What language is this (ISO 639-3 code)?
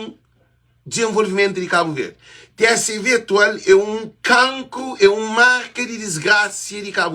kea